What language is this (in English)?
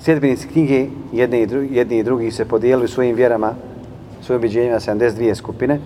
Bosnian